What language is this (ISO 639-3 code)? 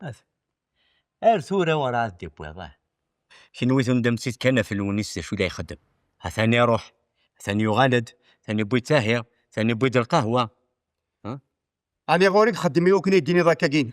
kab